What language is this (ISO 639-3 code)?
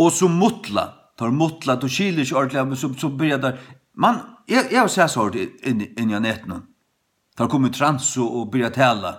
fao